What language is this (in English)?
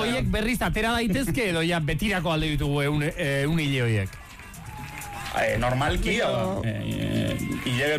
Basque